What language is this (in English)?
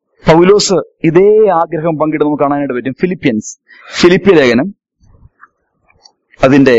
Malayalam